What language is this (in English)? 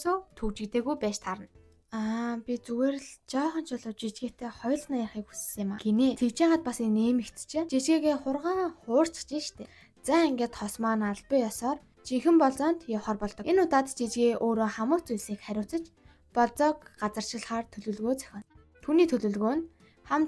Mongolian